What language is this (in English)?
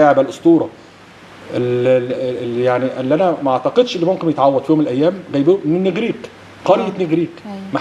Egyptian Arabic